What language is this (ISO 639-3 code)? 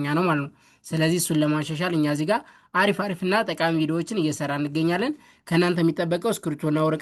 amh